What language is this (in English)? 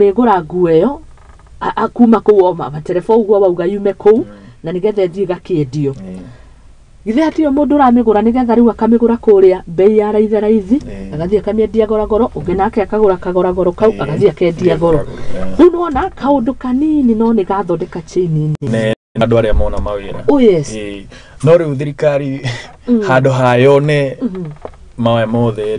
Kikuyu